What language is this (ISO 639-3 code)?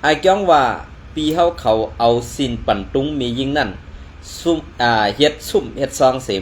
shn